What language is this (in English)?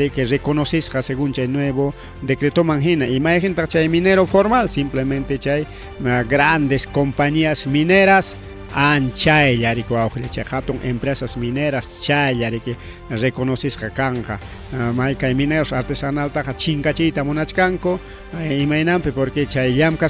Ayacucho Quechua